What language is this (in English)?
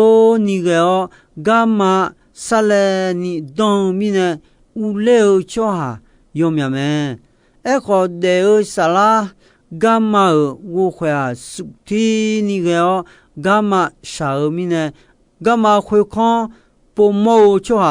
Akha